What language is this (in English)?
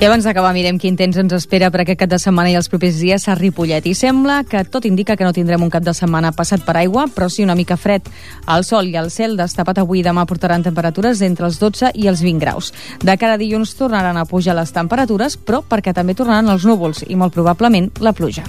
Catalan